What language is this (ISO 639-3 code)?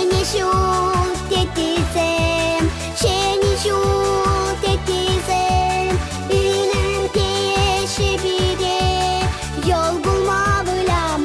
chv